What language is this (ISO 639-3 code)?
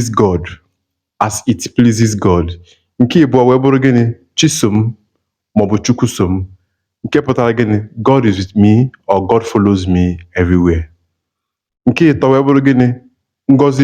ibo